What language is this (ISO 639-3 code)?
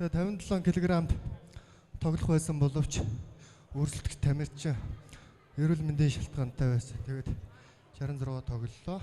mon